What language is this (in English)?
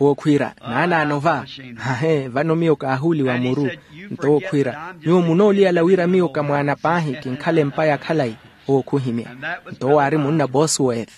Makhuwa